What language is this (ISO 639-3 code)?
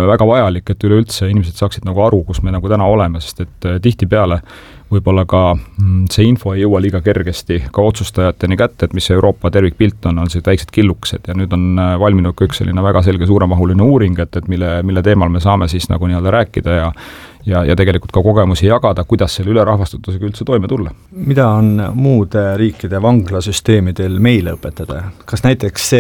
est